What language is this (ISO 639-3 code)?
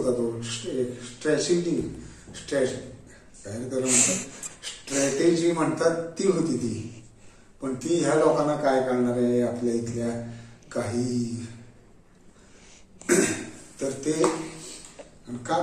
mar